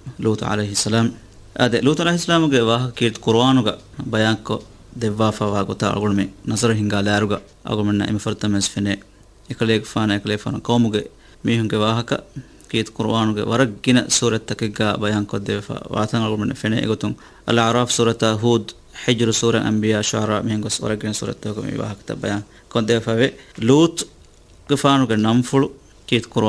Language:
Divehi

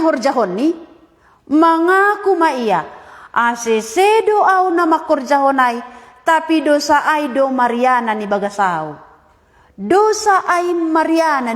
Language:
Batak Simalungun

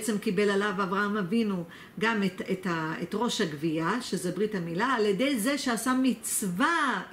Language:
Hebrew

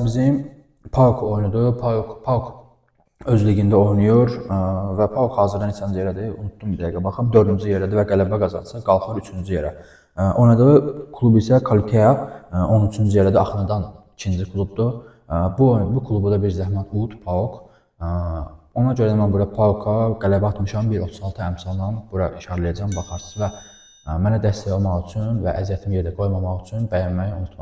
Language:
Azerbaijani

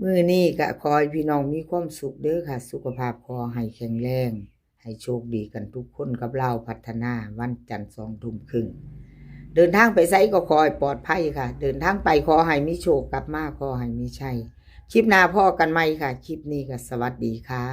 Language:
Northeastern Thai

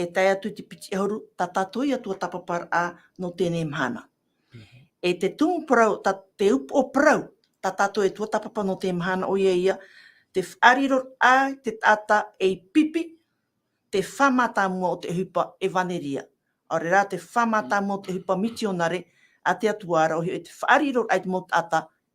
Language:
Tahitian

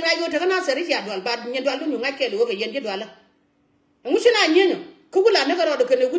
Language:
Nuer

